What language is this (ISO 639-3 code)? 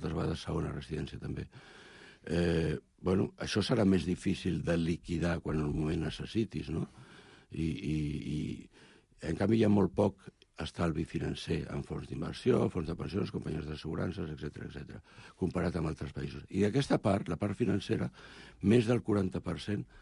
cat